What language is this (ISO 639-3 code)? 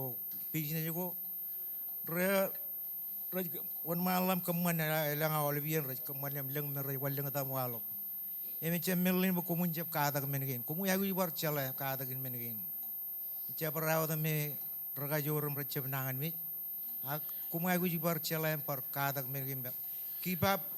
mah